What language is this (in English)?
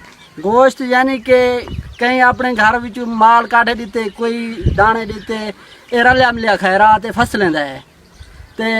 Saraiki